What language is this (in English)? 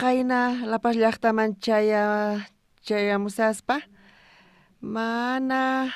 South Bolivian Quechua